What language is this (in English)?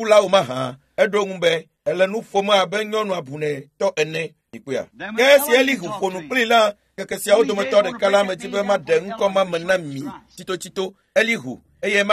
Ewe